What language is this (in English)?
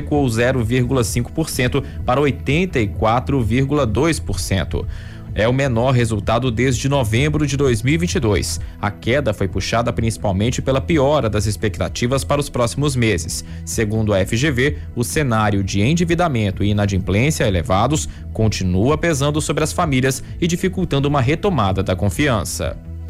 Portuguese